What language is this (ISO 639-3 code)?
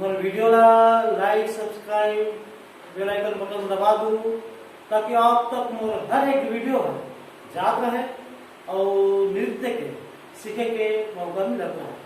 hne